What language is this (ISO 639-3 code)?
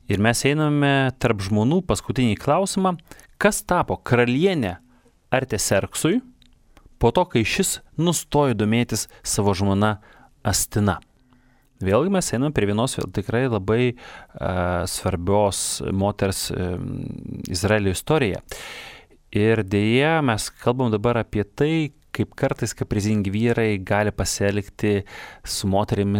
lit